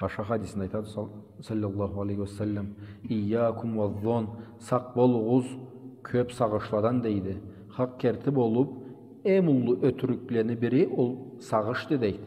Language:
Karachay-Balkar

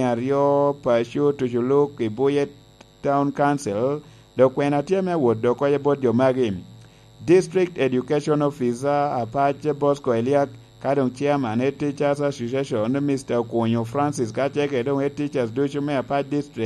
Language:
Lango (Uganda)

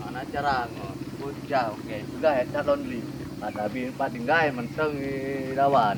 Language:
Achinese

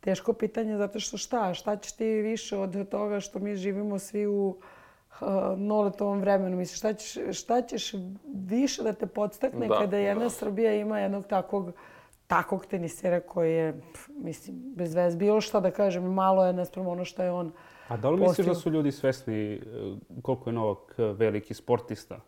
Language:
Serbian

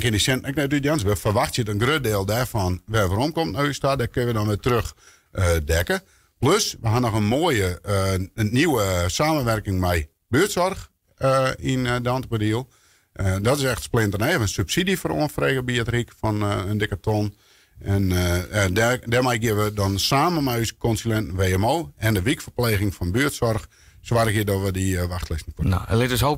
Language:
Western Frisian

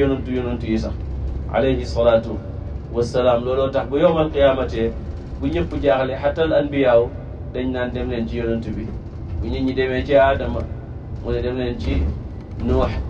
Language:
Wolof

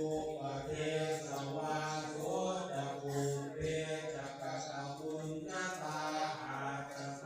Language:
Pali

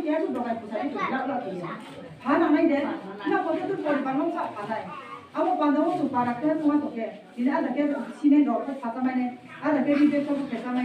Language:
Riang (India)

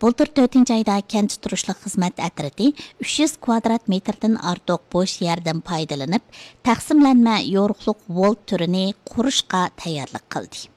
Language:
Uyghur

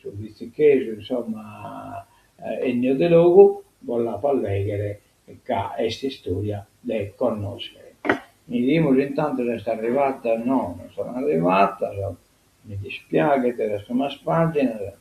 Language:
Sardinian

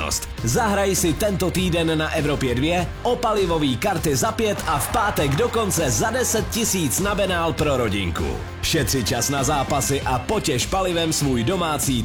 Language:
Czech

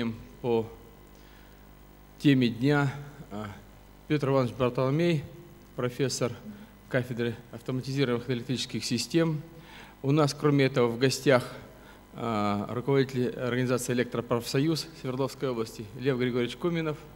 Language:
Russian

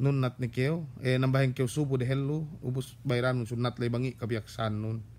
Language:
Yakan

